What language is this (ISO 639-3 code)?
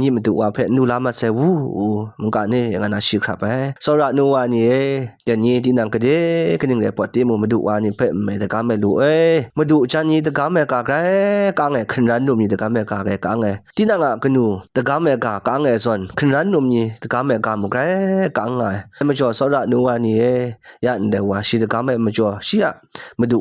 kac